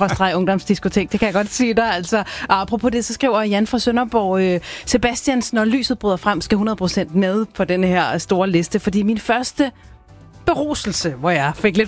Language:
Danish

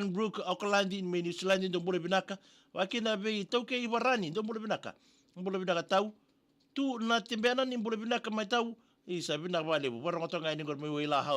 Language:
Fijian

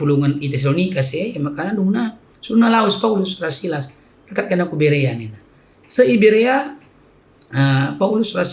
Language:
Batak Karo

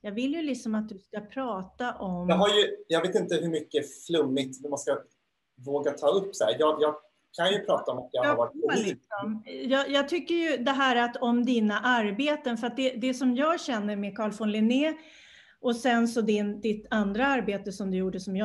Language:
Swedish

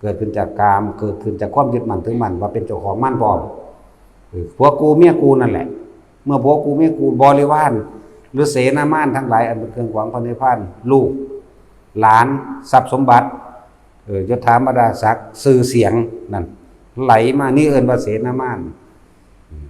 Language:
Northeastern Thai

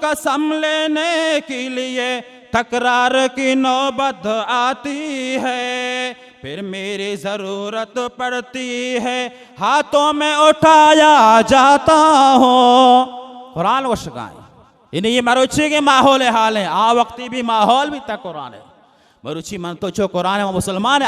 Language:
Baluchi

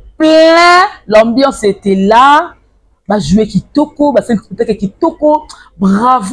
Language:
Lingala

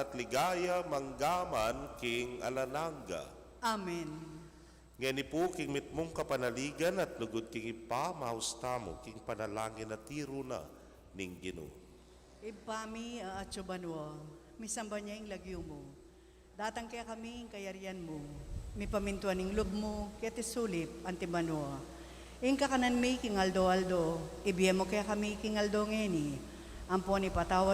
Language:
Pampanga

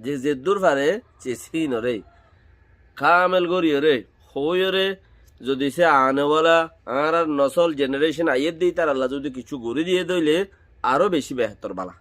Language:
Rohingya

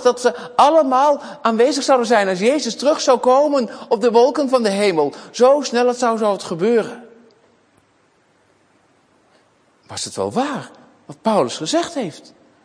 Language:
Dutch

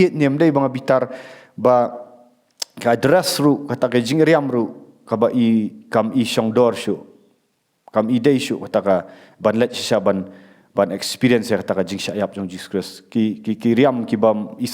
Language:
Khasi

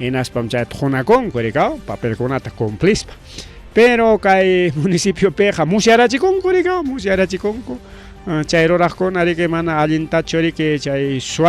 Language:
Ayacucho Quechua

